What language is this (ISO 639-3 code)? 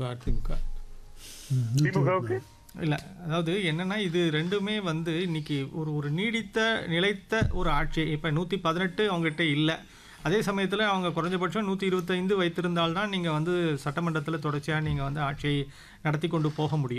tam